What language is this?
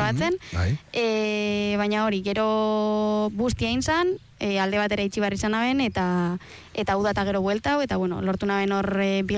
Basque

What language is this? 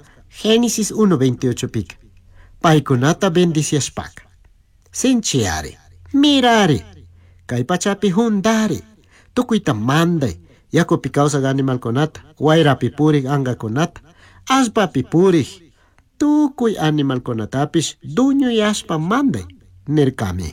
Chimborazo Highland Quichua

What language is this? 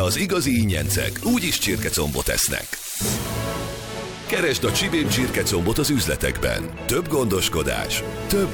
Hungarian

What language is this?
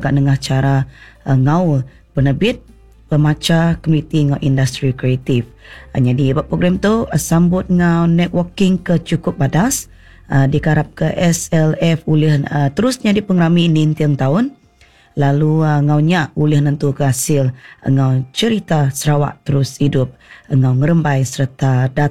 Iban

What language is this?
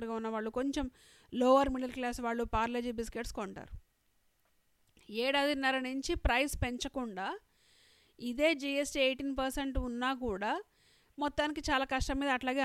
Telugu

